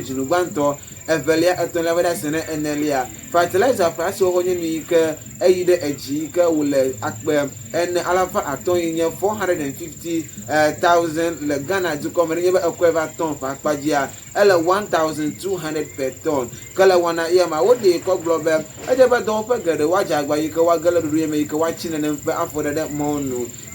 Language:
Ewe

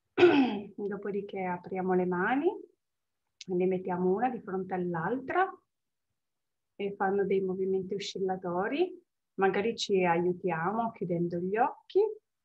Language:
Italian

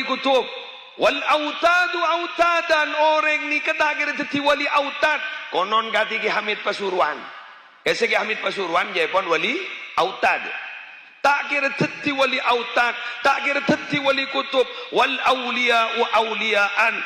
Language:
Madurese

